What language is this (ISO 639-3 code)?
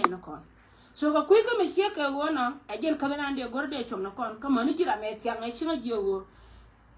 nus